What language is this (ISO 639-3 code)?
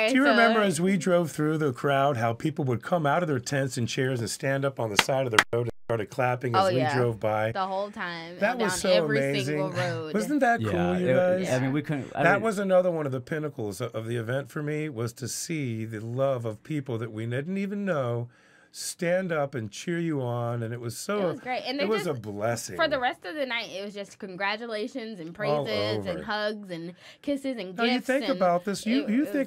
eng